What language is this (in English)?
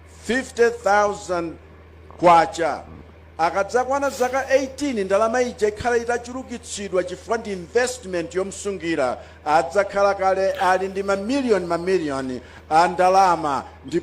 Nyanja